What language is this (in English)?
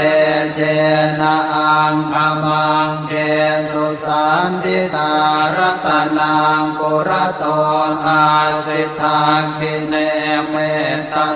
Pali